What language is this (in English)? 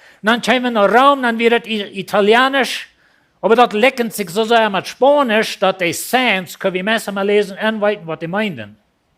Plautdietsch